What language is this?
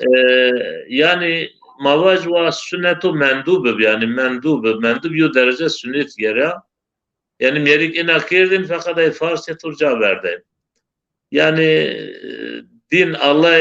Zaza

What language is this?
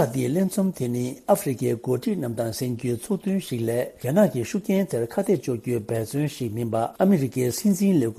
Tibetan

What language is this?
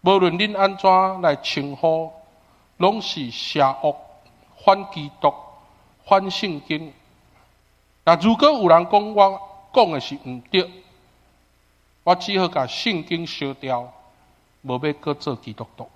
Min Nan Chinese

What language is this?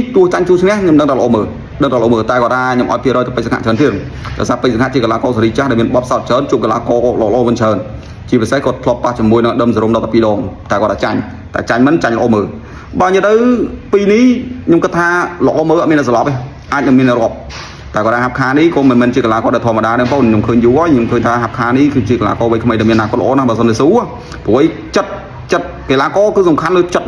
Khmer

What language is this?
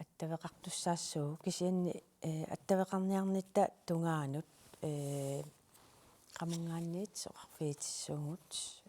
Kalaallisut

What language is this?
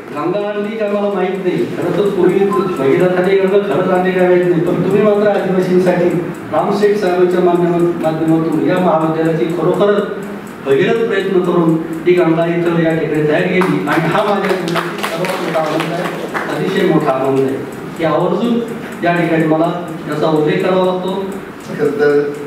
Marathi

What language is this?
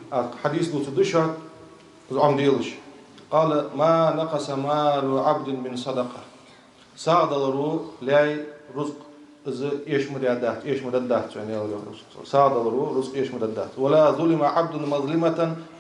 Ingush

